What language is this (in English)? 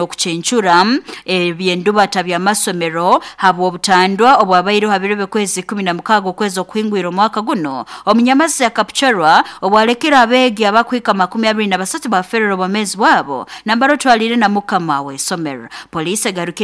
Nyoro